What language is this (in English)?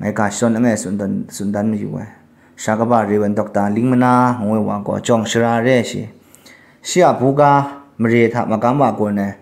Kachin